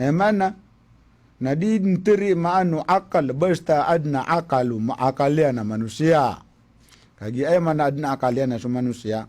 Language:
Maranao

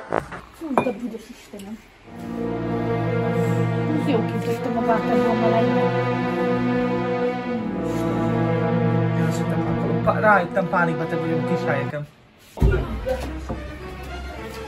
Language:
Hungarian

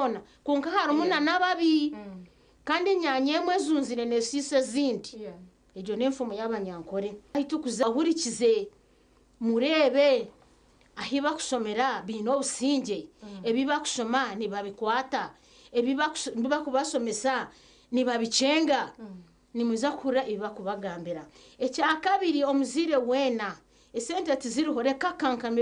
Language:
Nyankole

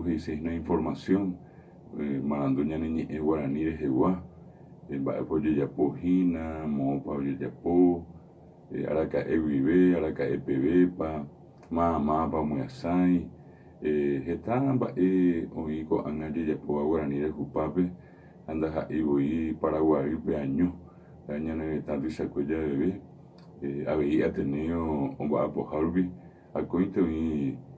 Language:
Guarani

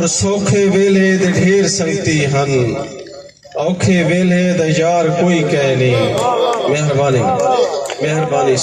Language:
Saraiki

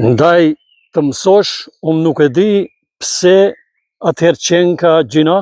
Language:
Albanian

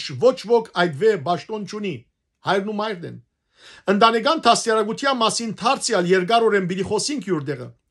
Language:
Western Armenian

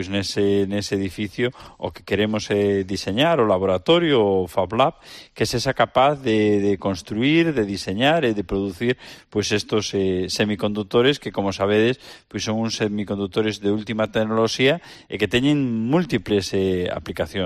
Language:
Galician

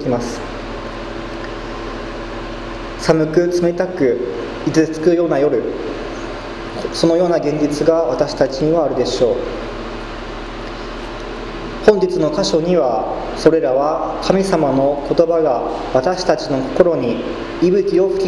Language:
Japanese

